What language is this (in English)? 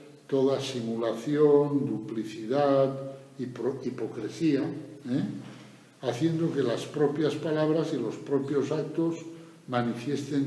Spanish